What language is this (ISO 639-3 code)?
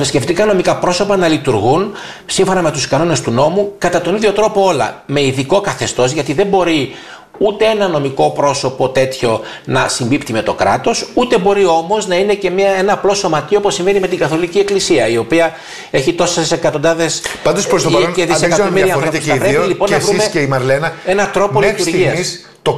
ell